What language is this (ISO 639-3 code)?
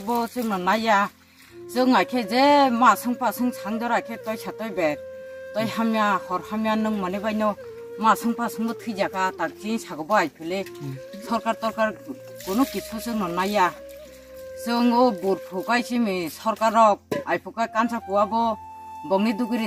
trp